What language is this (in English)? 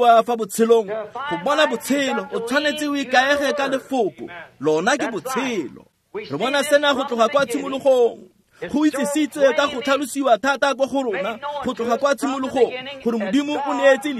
Tswana